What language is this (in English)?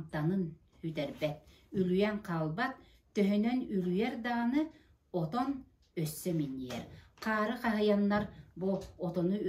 Yakut